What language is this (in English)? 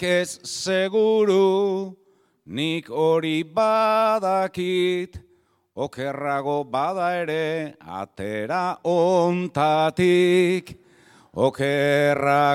Basque